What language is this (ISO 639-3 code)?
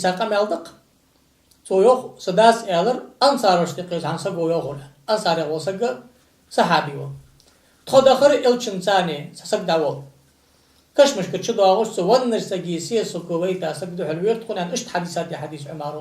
inh